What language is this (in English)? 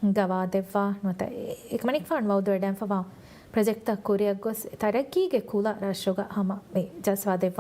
Divehi